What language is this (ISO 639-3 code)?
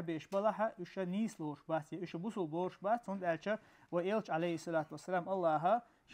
che